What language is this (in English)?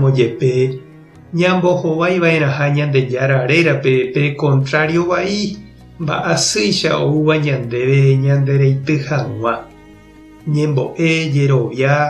Guarani